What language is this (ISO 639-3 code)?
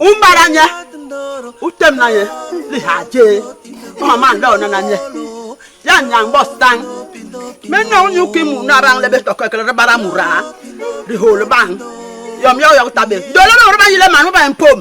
bas